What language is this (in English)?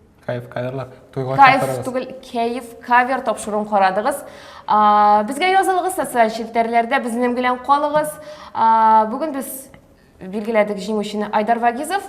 Tatar